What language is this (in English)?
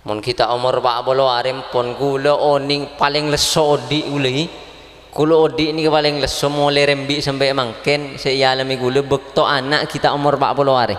Madurese